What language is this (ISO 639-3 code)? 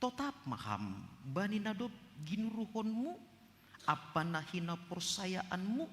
bts